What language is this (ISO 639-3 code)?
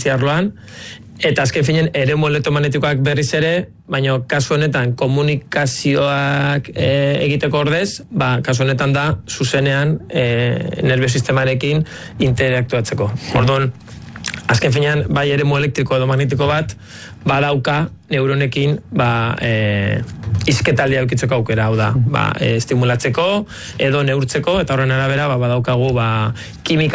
eus